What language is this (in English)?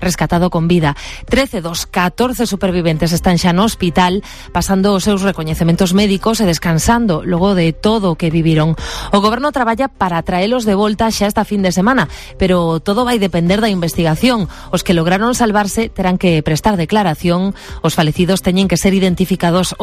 Galician